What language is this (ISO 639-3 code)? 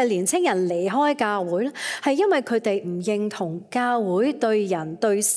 yue